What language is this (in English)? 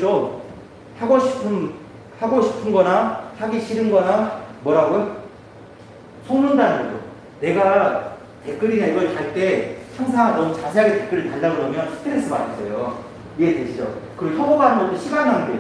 Korean